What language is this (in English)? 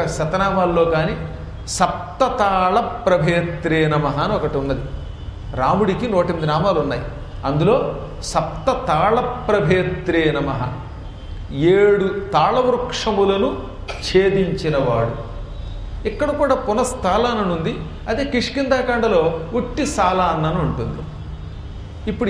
Telugu